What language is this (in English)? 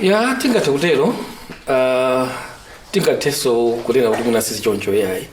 Nyanja